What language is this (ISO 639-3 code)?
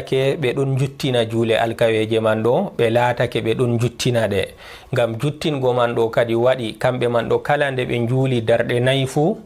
ful